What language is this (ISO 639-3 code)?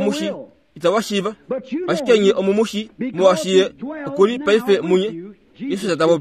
kua